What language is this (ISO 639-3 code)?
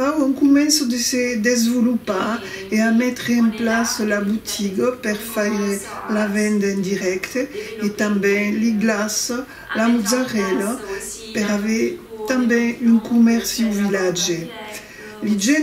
oci